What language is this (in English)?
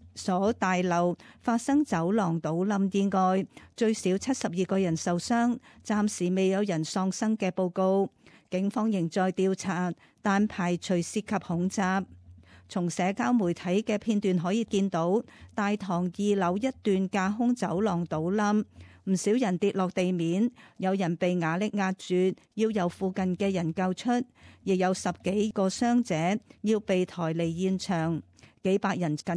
Cantonese